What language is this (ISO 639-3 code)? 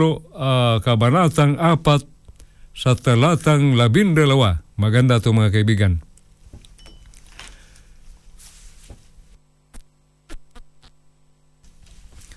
fil